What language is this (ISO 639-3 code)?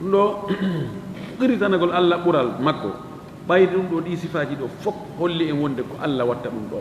ful